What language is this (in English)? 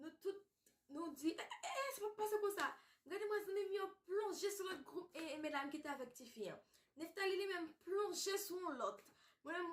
Haitian Creole